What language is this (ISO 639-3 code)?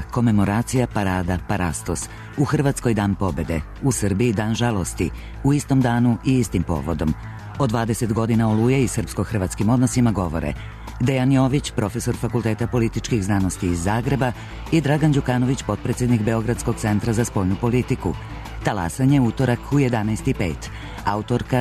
srp